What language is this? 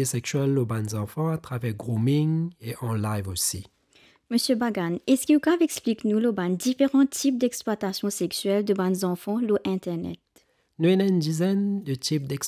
Morisyen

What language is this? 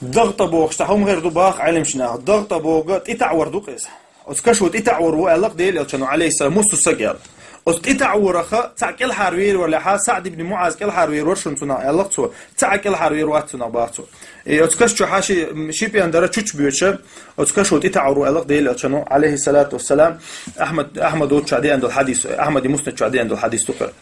Chechen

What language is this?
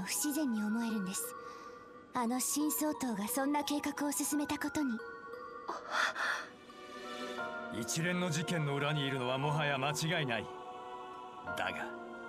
Japanese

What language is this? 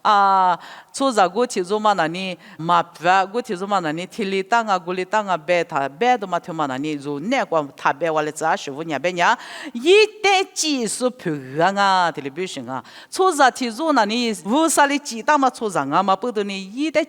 Lisu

